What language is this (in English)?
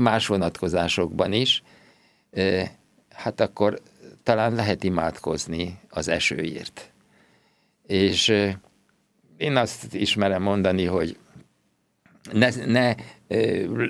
Hungarian